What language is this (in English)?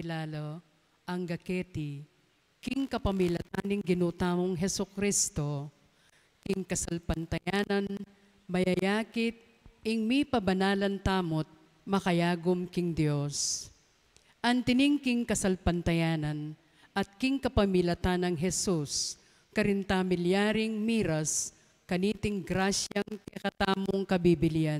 Pampanga